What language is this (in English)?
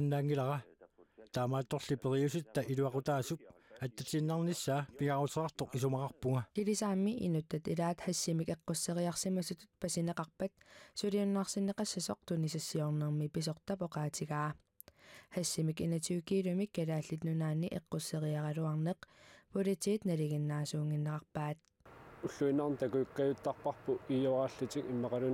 Kalaallisut